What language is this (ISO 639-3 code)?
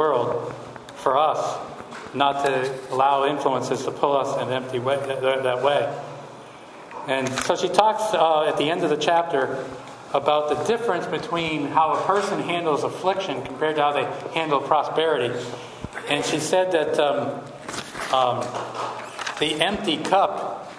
eng